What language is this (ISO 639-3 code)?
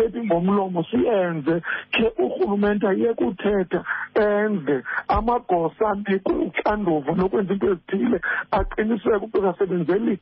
xho